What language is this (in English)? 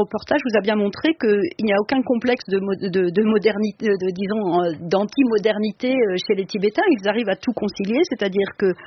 French